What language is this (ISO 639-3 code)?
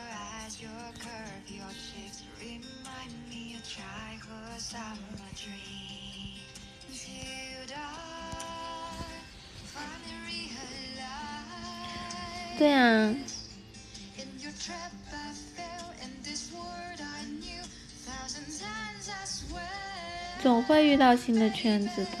zho